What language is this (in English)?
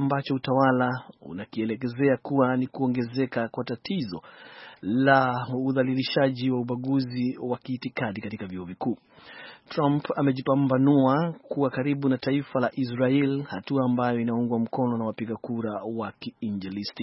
Swahili